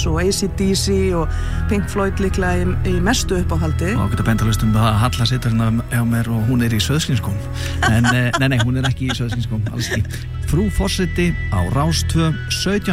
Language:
Icelandic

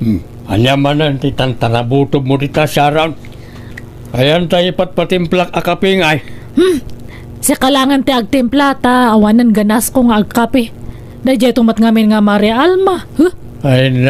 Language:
Iloko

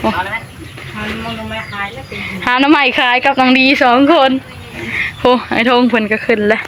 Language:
Northeastern Thai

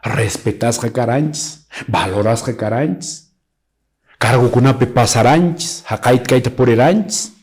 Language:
Quechua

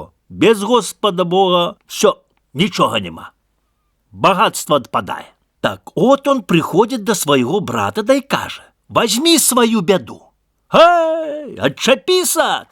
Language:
Belarusian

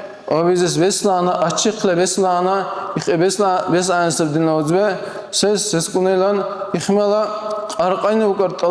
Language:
Dargwa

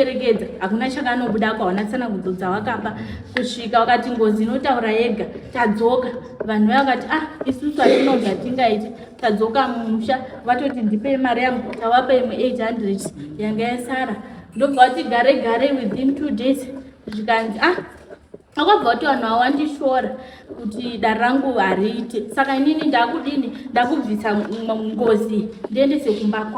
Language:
Shona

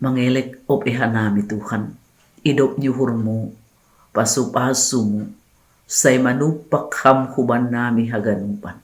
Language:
Batak Simalungun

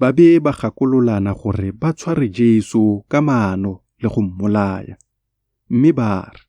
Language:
Tswana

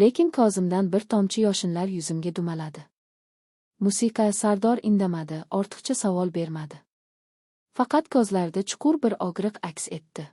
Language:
Uzbek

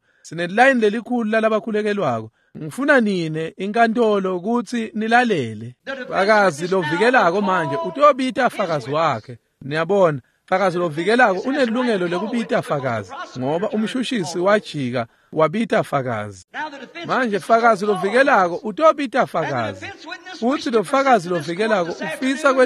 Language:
Swati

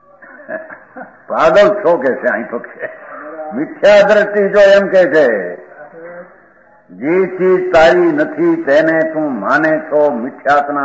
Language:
Gujarati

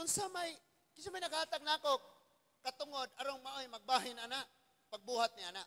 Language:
Cebuano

